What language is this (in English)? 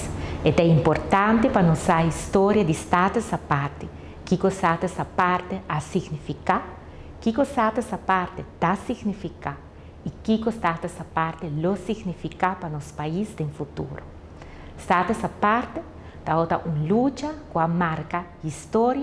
Papiamento